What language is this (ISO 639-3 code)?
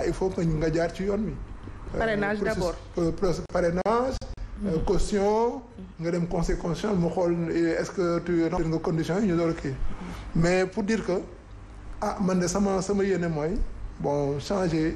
wol